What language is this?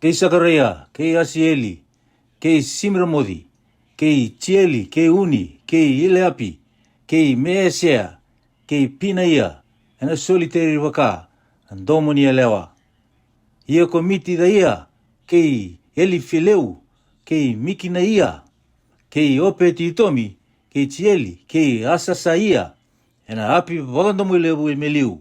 Fijian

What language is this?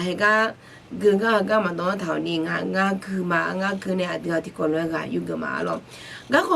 Akha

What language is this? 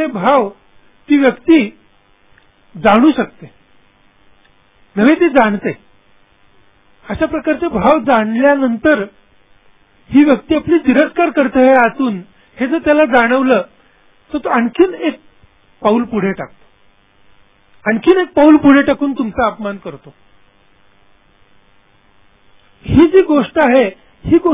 Marathi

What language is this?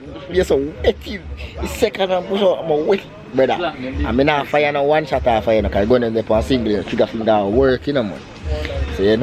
Jamaican Creole English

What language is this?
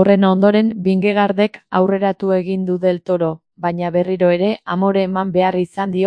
Basque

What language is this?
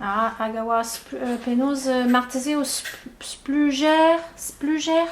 Breton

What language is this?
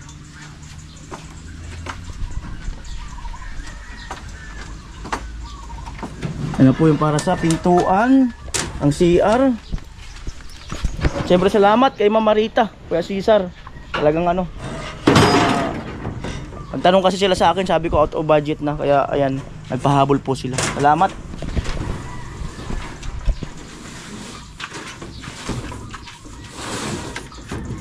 Filipino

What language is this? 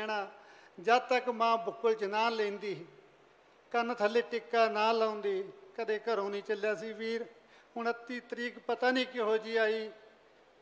Punjabi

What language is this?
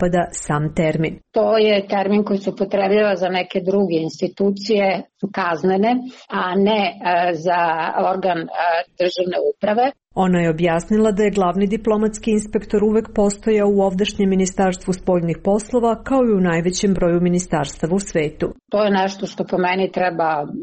Serbian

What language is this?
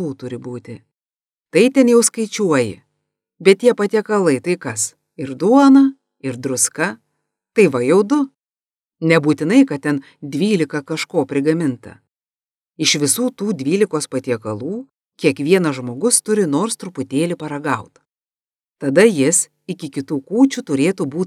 Lithuanian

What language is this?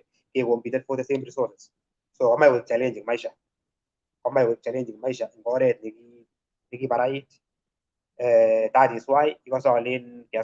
Kalenjin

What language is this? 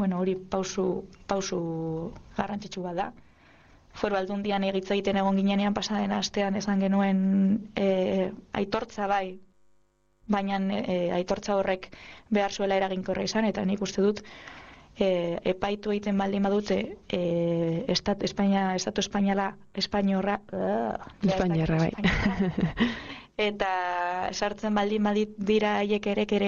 Basque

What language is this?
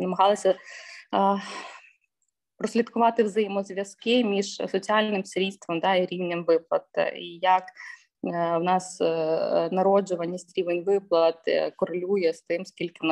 Ukrainian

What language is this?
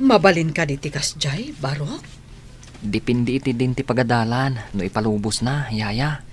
Iloko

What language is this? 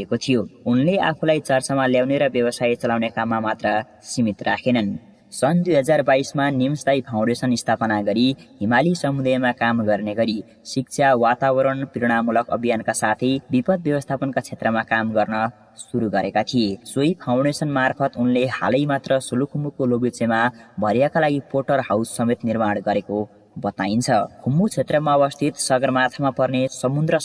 Nepali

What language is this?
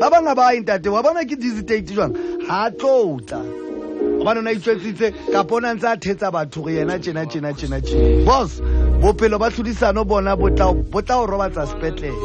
Southern Sotho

